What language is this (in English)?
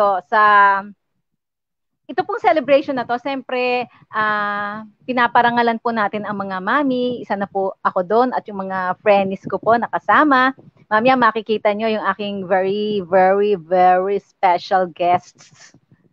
Filipino